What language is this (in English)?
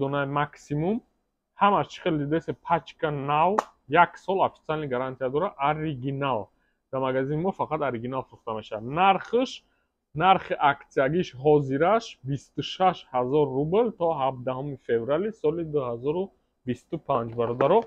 Tajik